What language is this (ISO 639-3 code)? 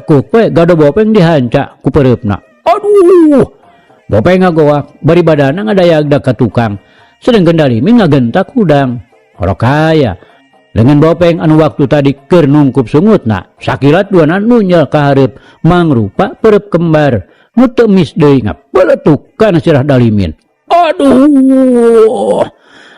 sun